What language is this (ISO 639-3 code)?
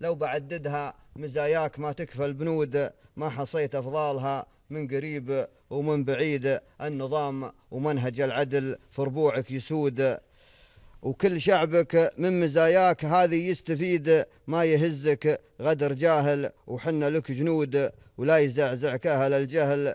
afb